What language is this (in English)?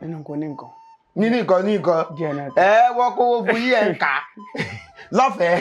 Yoruba